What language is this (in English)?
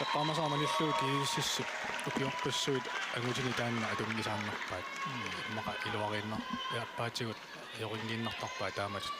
Kalaallisut